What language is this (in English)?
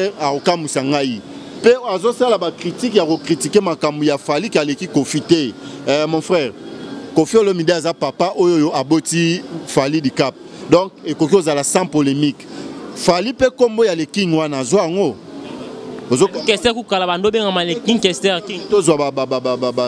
Lingala